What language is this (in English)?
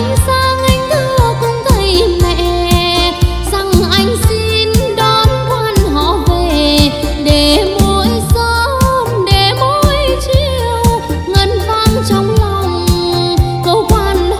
Vietnamese